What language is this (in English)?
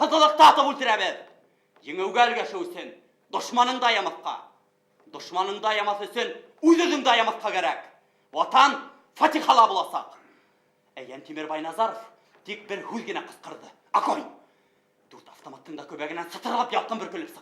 Bashkir